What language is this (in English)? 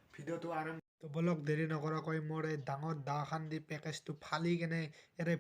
Assamese